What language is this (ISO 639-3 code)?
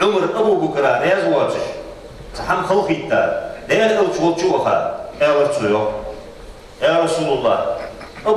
inh